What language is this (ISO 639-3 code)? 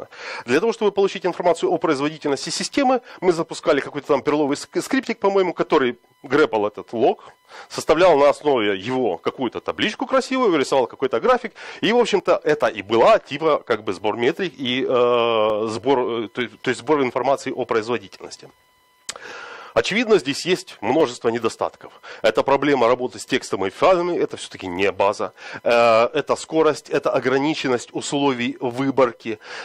rus